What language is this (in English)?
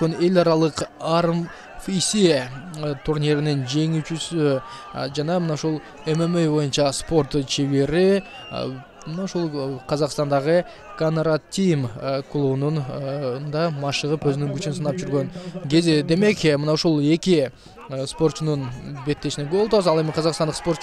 Kyrgyz